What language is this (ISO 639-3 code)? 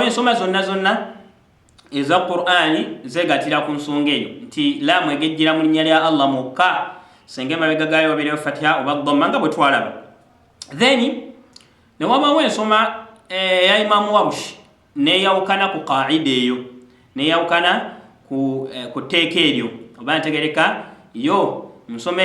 lug